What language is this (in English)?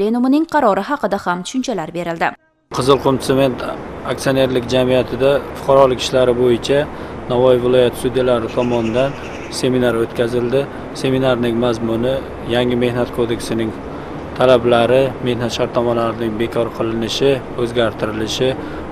Uzbek